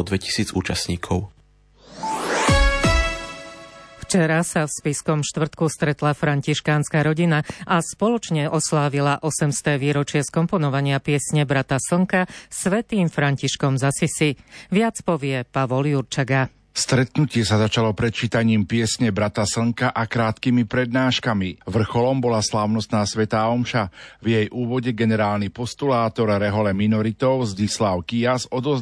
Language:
Slovak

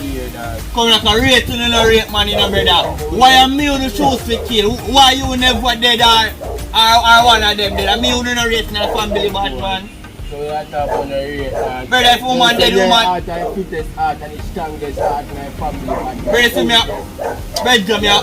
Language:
Jamaican Creole English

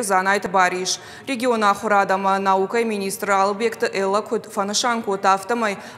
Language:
Ossetic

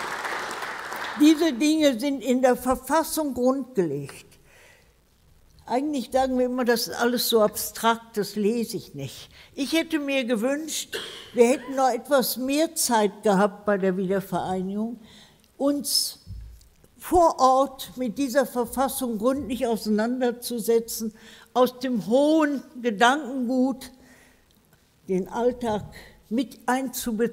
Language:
German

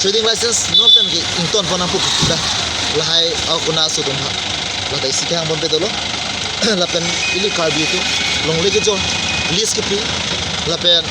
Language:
Karbi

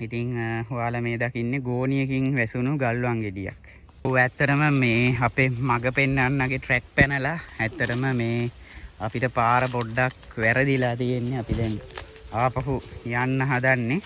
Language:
Sinhala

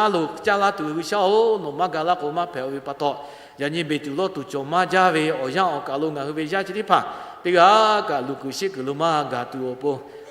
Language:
Lahu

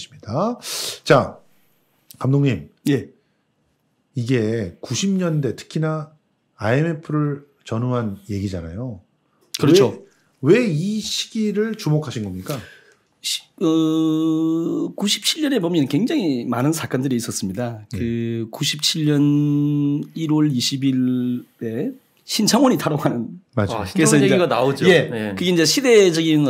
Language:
Korean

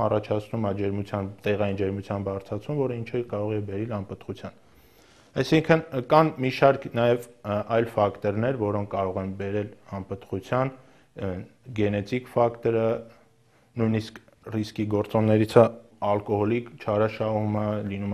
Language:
Armenian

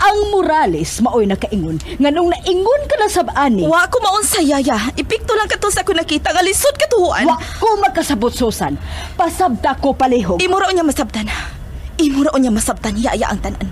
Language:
Cebuano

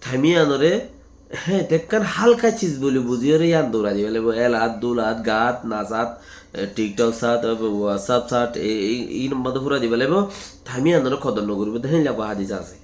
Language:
Rohingya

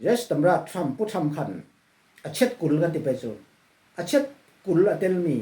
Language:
Falam Chin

